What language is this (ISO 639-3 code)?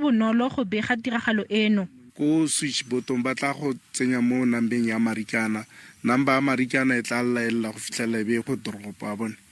tsn